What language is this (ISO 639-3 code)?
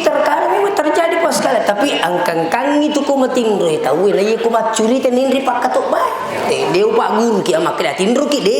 bug